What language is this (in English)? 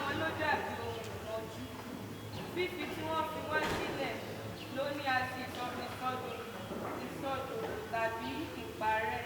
Yoruba